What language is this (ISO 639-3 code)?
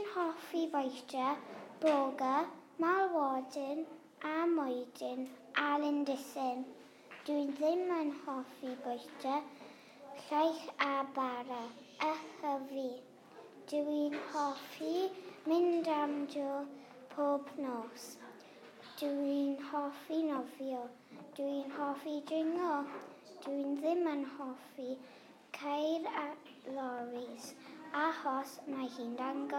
cym